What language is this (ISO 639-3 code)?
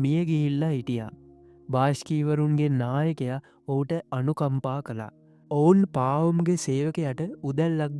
sin